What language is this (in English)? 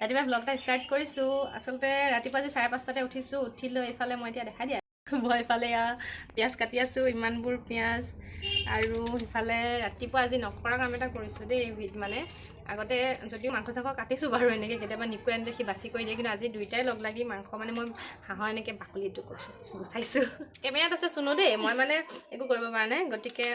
Assamese